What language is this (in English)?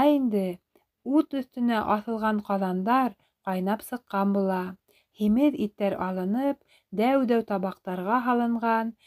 Bashkir